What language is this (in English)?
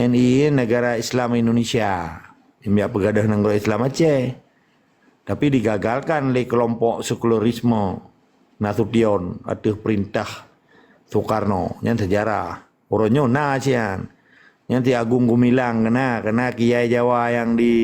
Achinese